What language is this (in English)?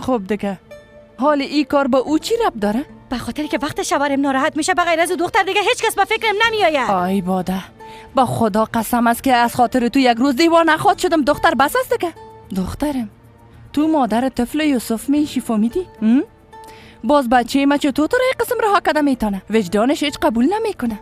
Persian